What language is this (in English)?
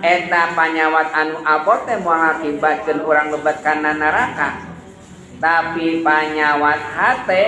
Sundanese